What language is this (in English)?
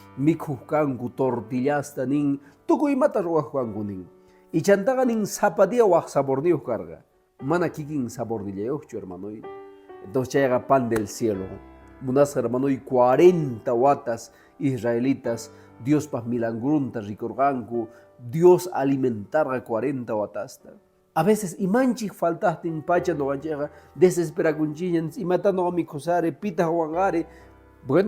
Quechua